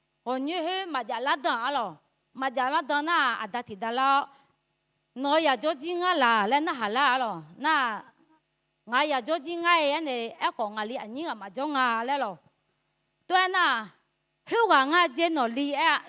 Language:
Akha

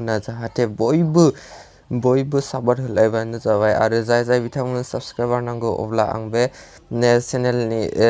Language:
Bodo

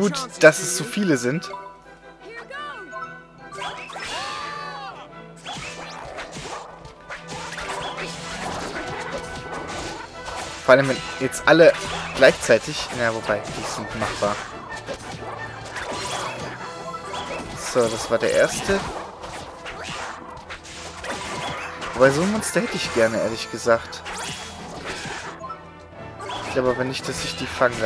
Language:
German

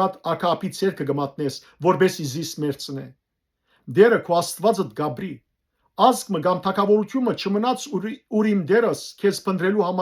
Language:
Western Armenian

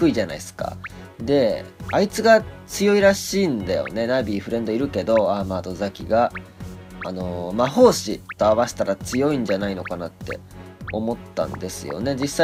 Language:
Japanese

